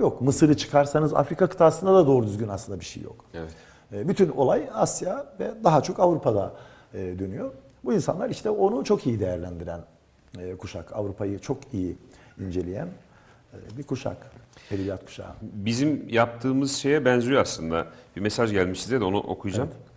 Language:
Turkish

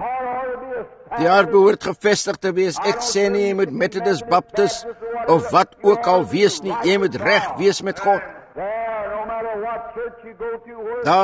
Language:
Afrikaans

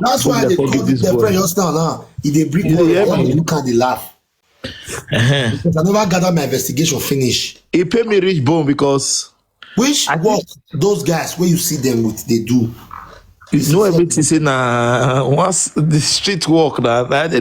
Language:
Nigerian Pidgin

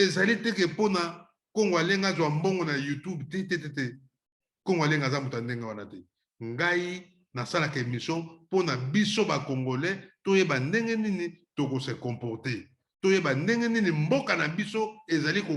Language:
Lingala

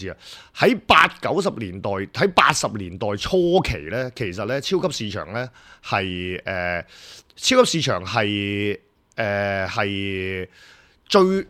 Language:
Cantonese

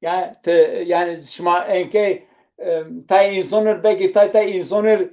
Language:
Zaza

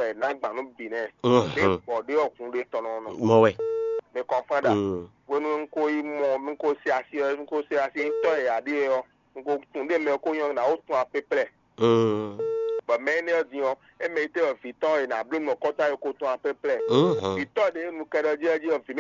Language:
Fon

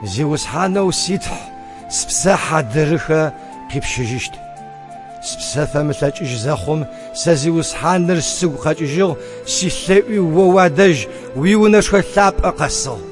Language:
Kabardian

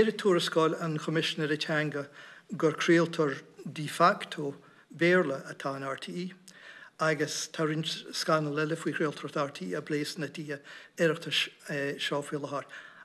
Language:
Irish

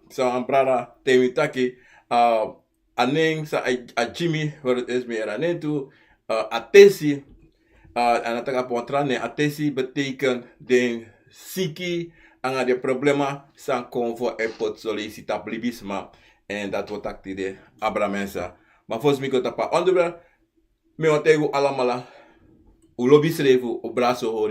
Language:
Sranan Tongo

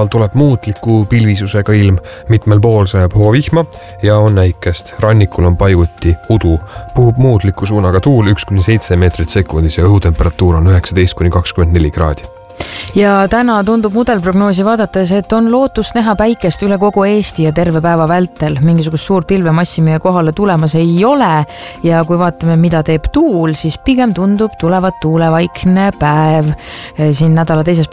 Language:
Estonian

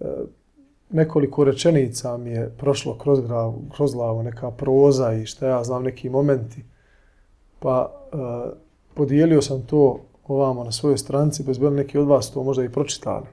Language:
Bosnian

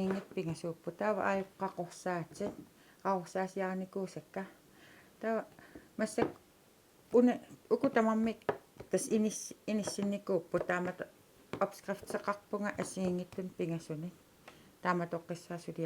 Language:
Kalaallisut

